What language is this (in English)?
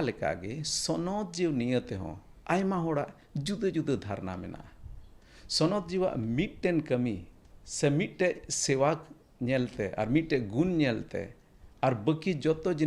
Santali